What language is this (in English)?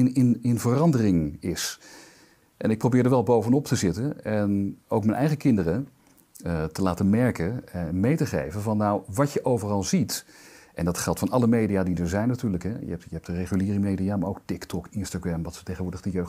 Dutch